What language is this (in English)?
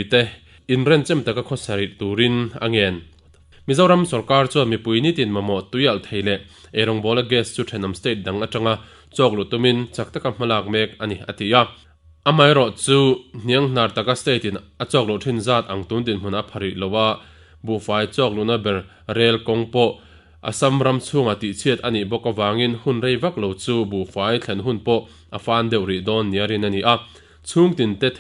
Mizo